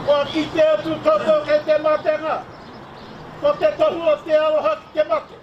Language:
Māori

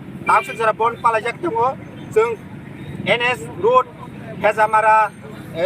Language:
Kok Borok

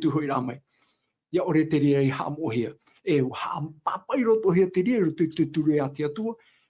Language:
Tahitian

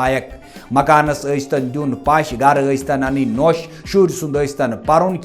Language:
Kashmiri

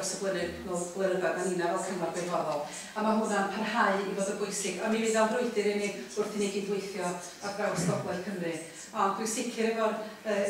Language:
Welsh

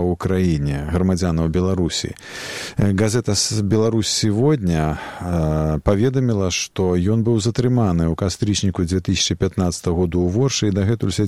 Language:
Belarusian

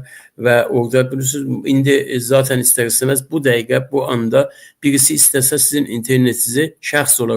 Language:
Azerbaijani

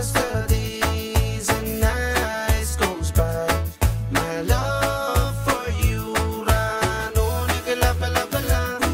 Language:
Pohnpeian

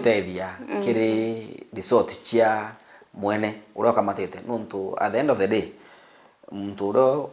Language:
Meru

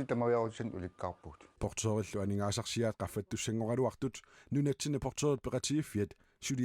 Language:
Kalaallisut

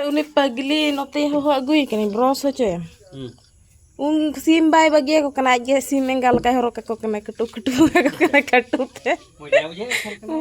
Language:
Santali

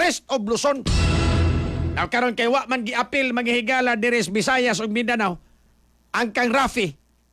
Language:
Cebuano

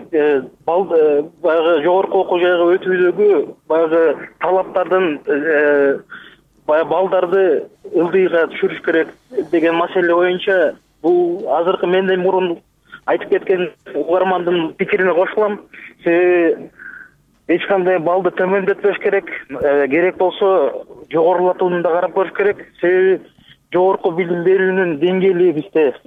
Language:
Kyrgyz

